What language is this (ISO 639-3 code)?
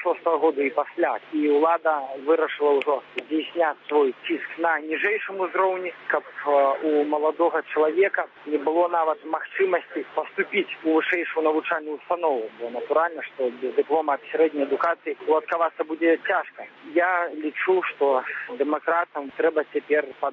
bel